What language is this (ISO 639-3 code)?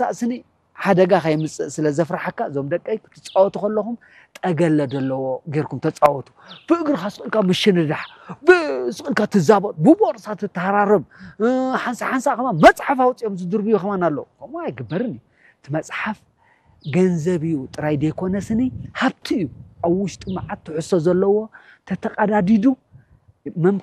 tir